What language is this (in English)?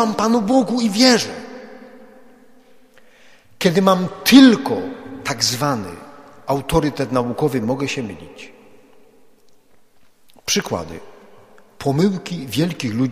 Polish